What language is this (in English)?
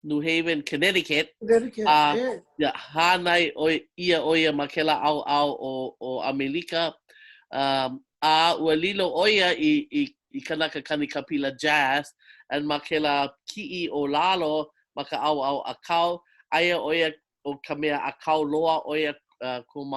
Hawaiian